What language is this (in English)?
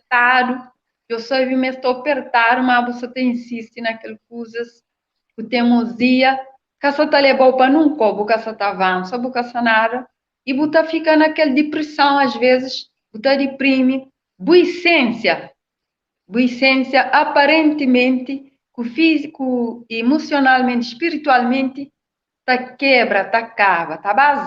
Kabuverdianu